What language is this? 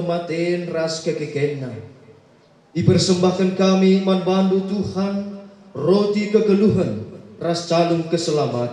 Batak Karo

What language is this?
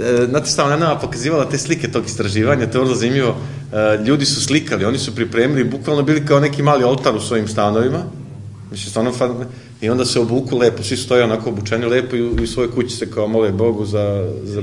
Serbian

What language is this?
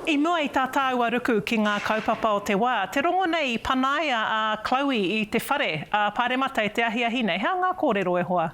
Māori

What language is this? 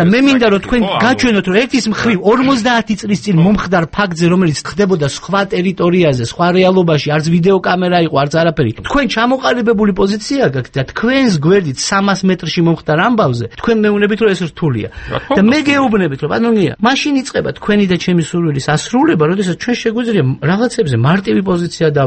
Georgian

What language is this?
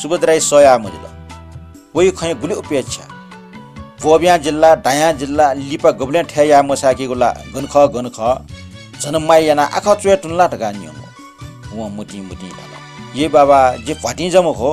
Newari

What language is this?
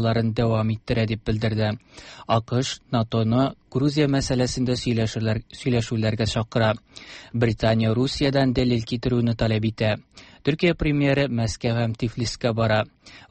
Tatar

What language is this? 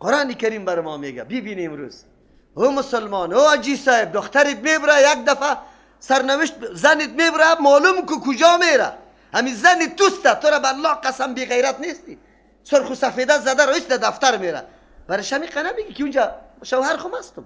Persian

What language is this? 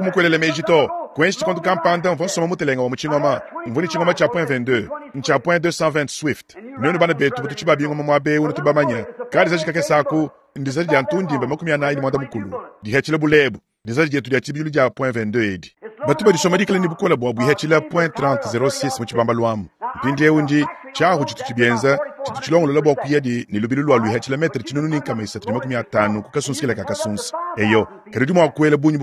Luba-Lulua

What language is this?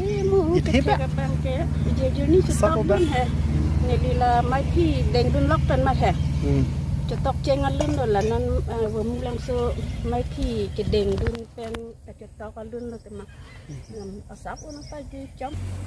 Karbi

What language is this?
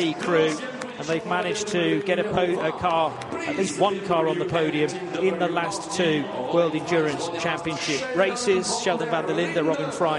English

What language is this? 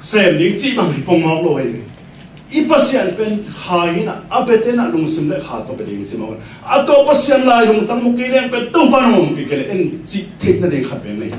Tedim Chin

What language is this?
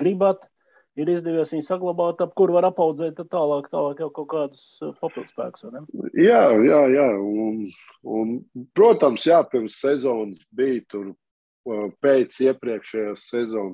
Latvian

